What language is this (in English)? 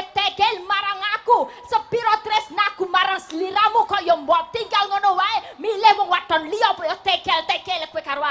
Javanese